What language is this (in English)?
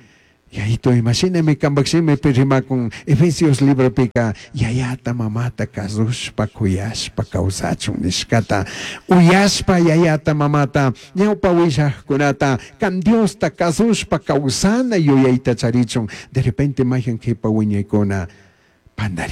Chimborazo Highland Quichua